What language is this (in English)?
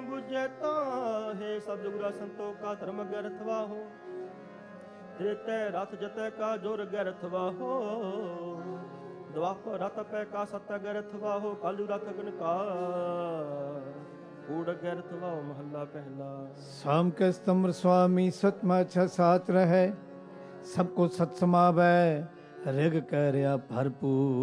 Punjabi